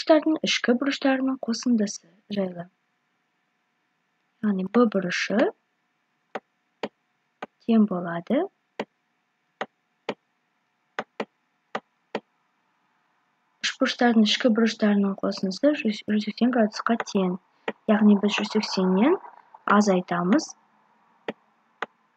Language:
Kazakh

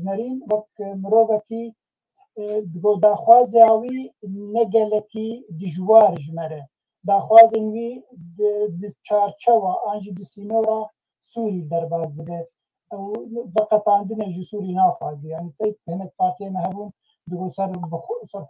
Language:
Kurdish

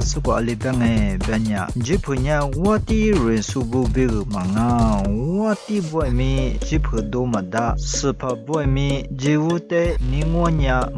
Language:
Lisu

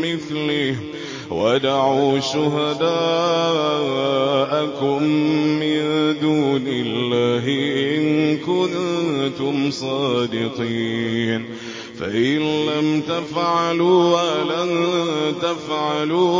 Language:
Arabic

